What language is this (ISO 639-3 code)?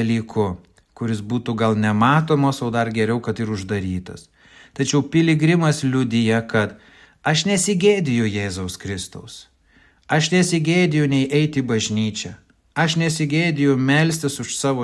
lit